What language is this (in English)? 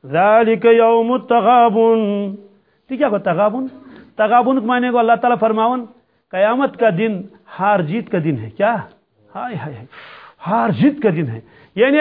Kashmiri